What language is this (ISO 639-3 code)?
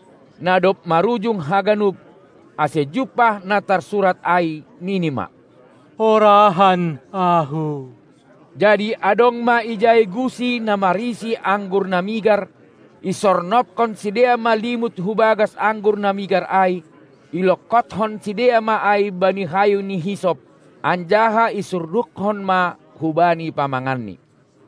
bts